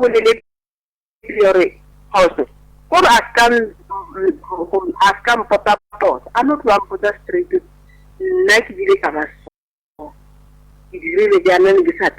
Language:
Northern Sotho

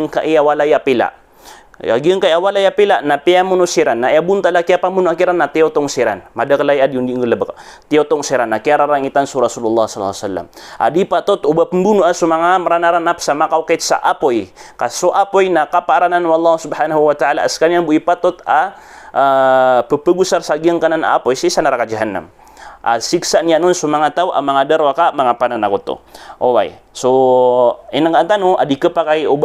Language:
Maranao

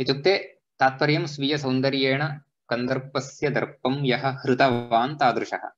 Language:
Sanskrit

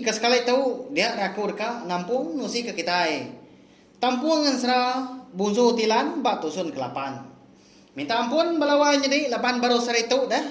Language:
Iban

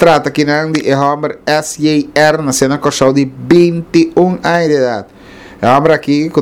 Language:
Papiamento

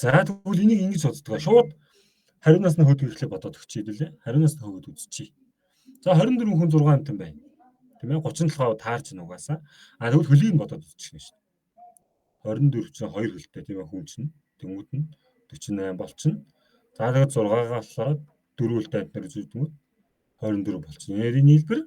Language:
Mongolian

